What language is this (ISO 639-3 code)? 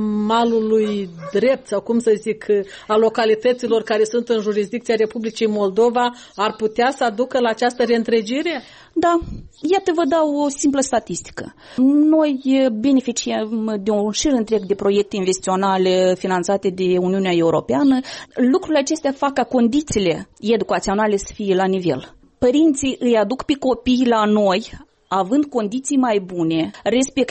ron